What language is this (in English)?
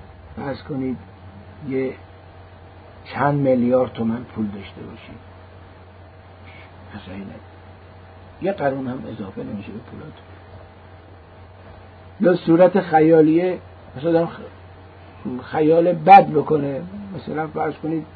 Persian